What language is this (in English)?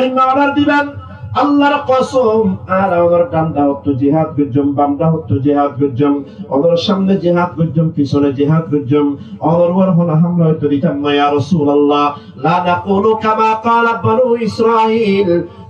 Rohingya